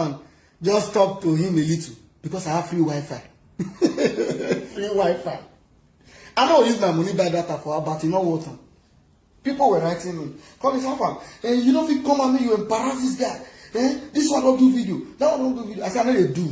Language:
Nigerian Pidgin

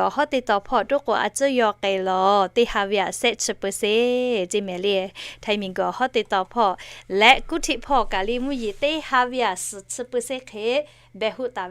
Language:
Lahu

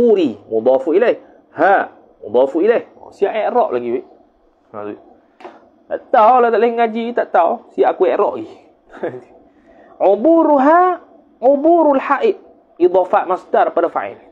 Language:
Malay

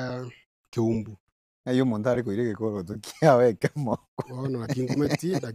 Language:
Gusii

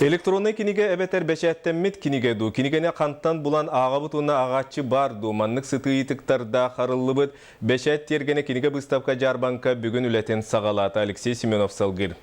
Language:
Yakut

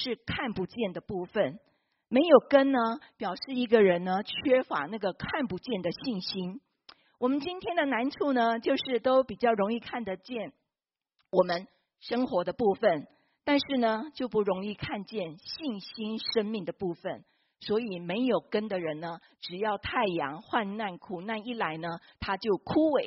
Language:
Chinese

